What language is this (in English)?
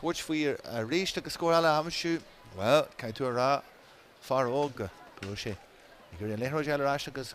Irish